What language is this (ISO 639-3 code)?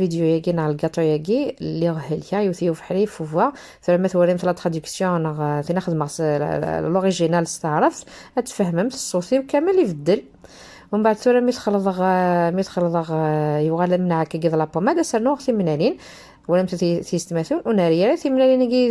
kab